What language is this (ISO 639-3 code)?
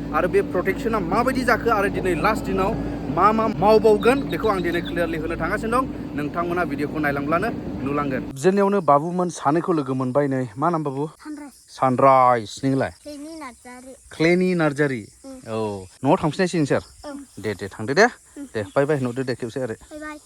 brx